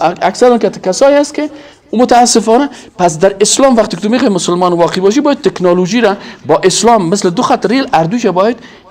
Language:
Persian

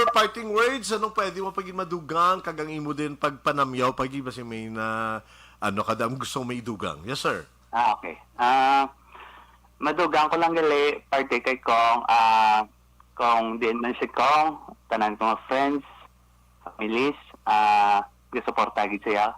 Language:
Hiligaynon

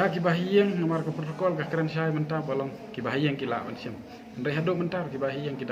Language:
Khasi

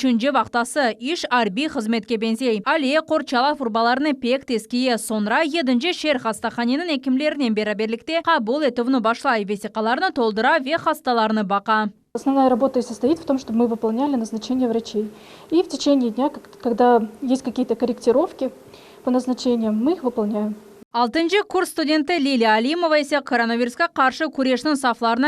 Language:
Crimean Tatar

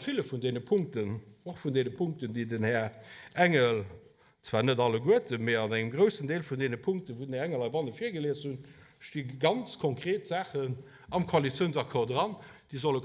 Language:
Luxembourgish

